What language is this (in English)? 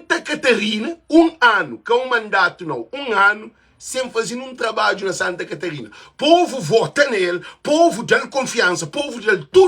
Kabuverdianu